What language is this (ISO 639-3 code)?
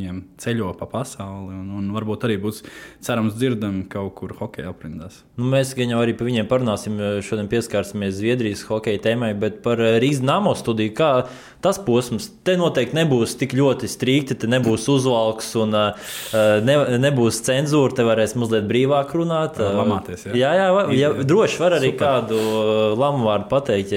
lav